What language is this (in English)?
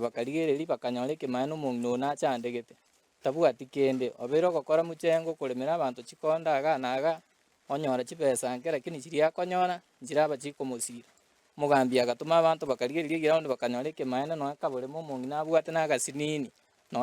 Gusii